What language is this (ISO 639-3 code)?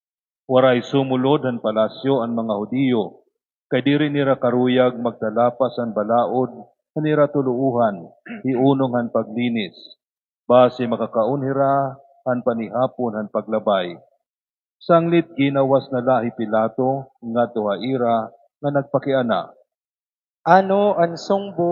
war